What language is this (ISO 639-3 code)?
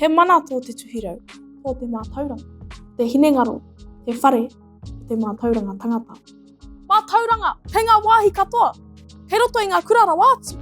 mri